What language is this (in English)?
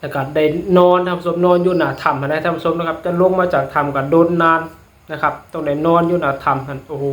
Lao